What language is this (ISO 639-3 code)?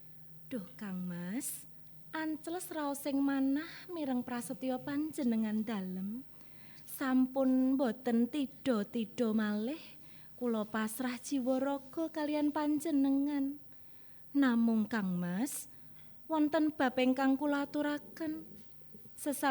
jav